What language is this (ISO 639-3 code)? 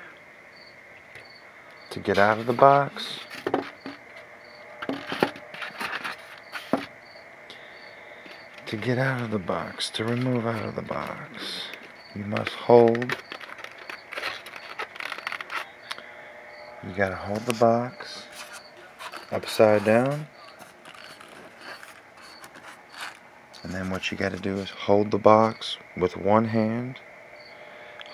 eng